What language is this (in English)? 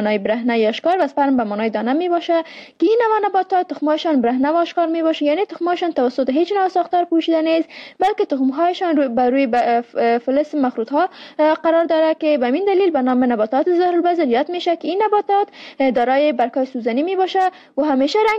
Persian